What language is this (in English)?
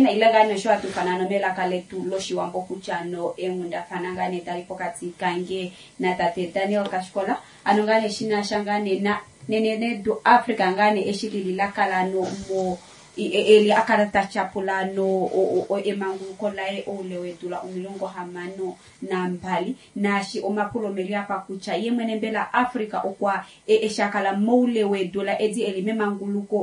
Kuanyama